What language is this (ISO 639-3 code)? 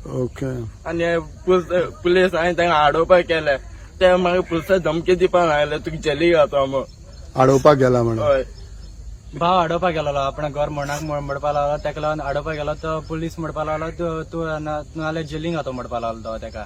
kok